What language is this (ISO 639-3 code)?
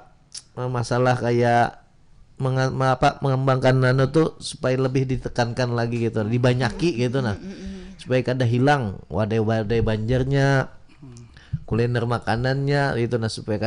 bjn